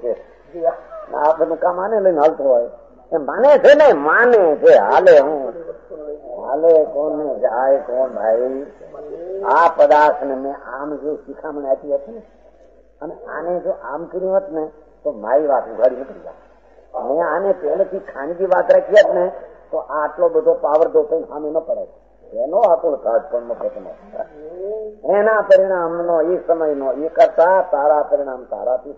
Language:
Gujarati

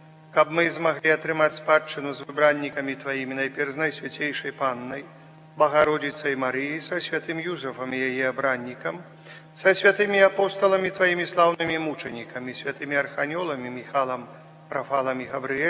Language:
Belarusian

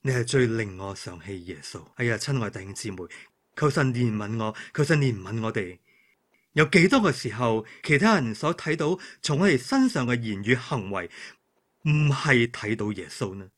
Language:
Cantonese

